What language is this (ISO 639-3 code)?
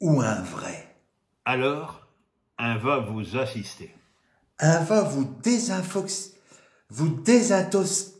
pcd